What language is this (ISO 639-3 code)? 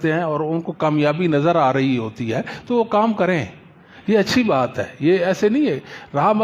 urd